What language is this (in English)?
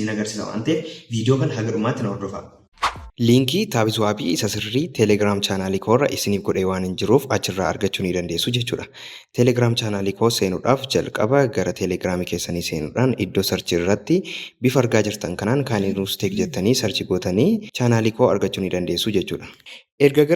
Oromo